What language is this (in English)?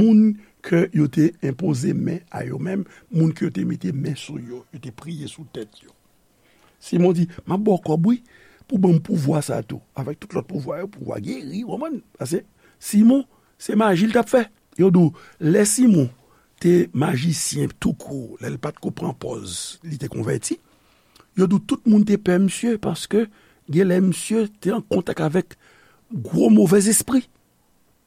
Haitian Creole